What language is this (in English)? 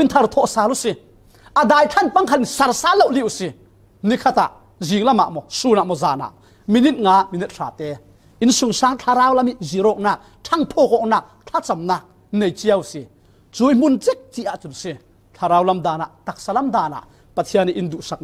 Falam Chin